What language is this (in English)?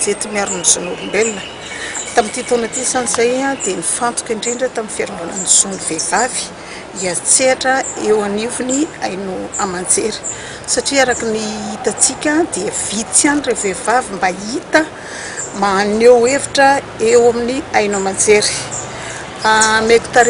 Malagasy